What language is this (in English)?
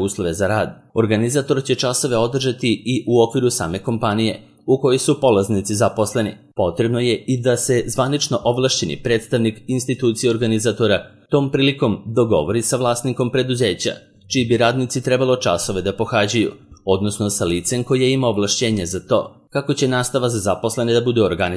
Serbian